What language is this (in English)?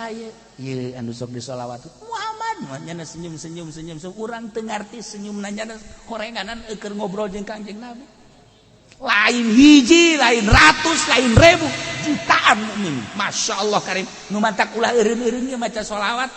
Sundanese